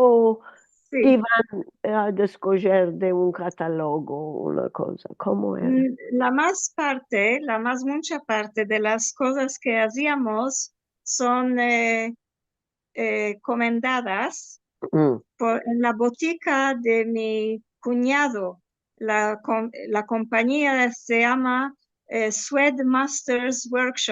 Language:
Ladino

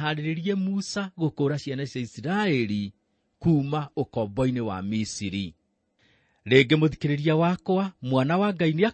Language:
Kikuyu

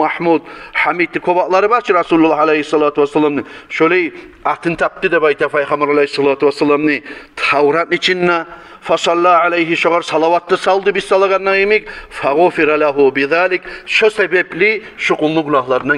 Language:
Kumyk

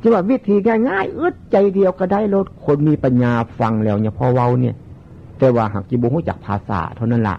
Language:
Northeastern Thai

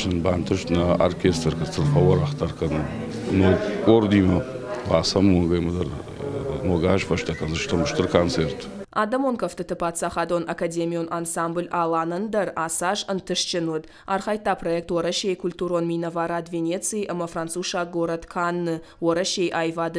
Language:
Ossetic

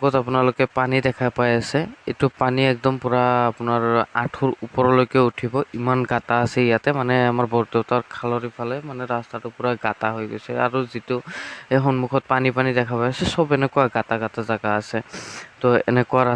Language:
Assamese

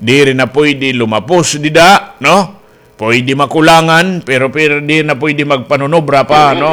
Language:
Waray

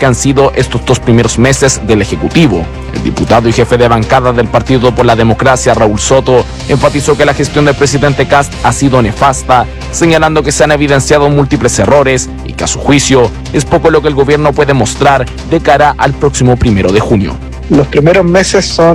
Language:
Spanish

